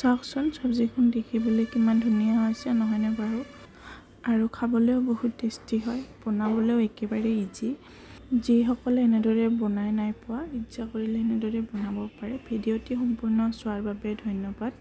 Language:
Assamese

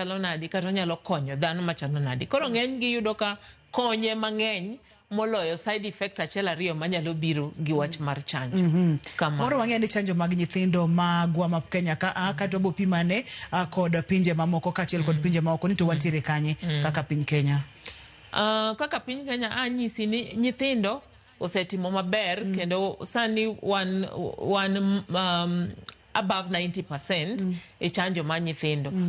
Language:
Luo (Kenya and Tanzania)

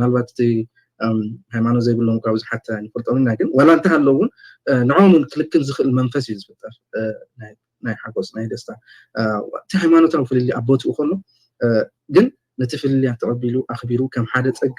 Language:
Tigrinya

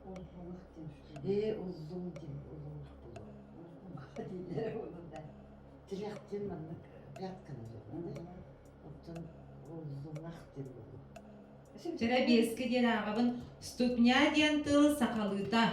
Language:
Yakut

